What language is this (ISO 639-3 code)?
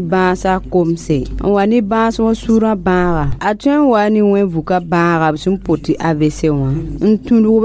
mos